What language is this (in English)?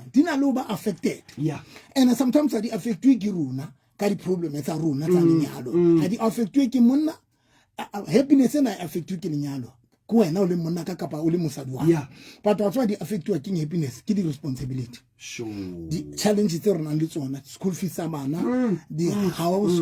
Southern Sotho